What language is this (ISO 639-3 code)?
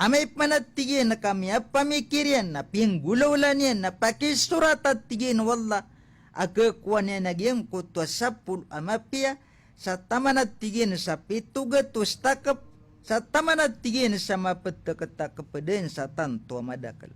mrw